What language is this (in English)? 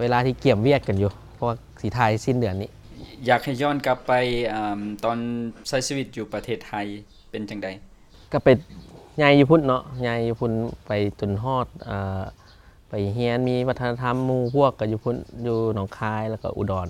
Lao